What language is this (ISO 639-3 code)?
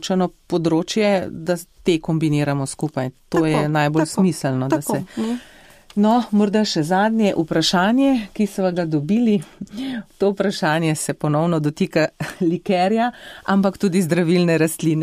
slv